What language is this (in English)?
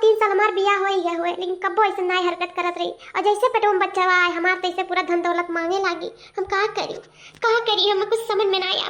Awadhi